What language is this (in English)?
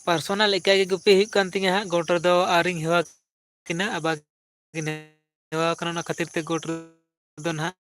Santali